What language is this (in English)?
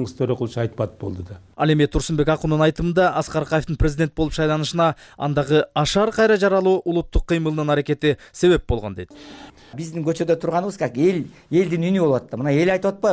Kyrgyz